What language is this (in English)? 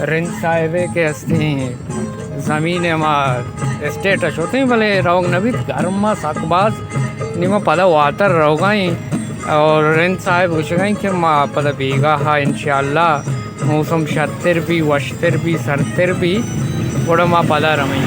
Baluchi